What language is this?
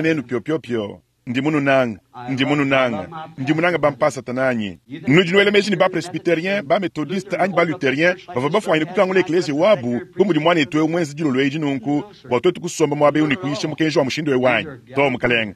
Luba-Lulua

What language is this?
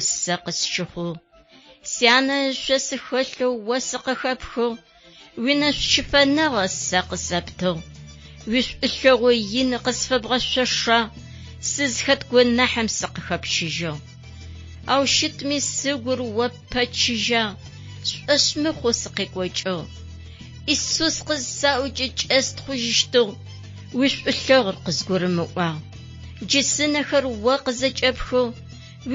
Adyghe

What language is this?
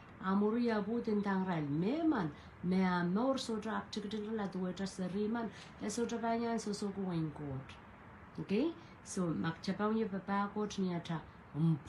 Pohnpeian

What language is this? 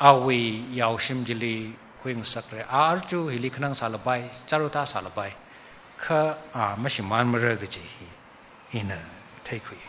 Tangkhul Naga (India)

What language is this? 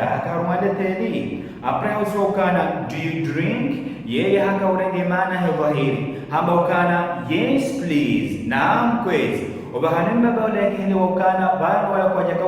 Ngazidja Comorian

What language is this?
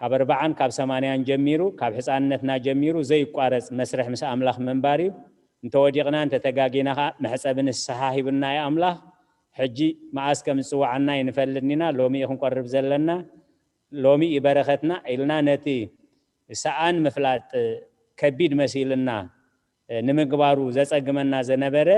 Tigrinya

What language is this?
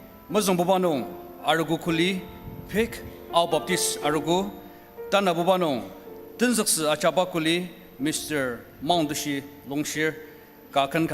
Ao Naga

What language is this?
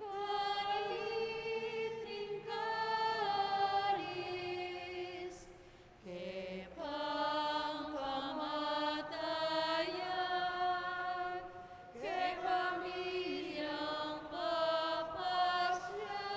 Pampanga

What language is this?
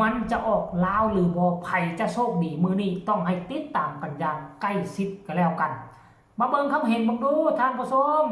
Northeastern Thai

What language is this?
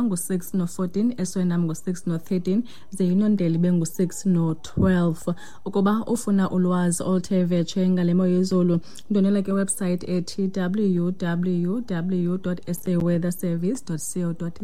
Xhosa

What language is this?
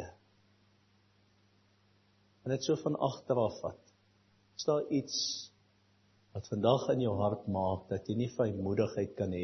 Afrikaans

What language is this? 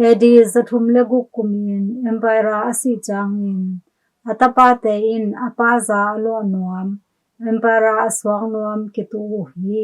Tedim Chin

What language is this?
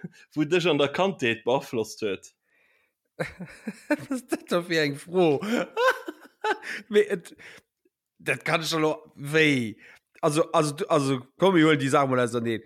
Luxembourgish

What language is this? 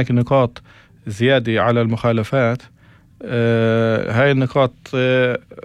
North Levantine Arabic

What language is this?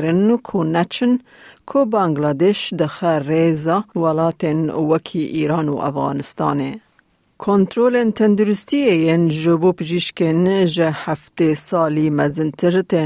Kurdish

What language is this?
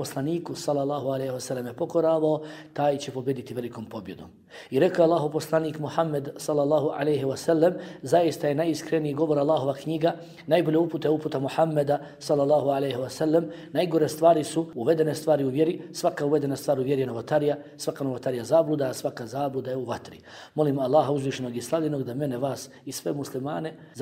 Bosnian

